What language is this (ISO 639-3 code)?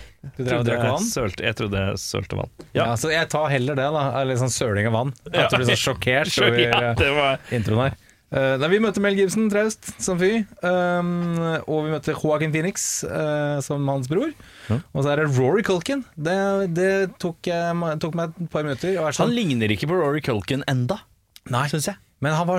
nor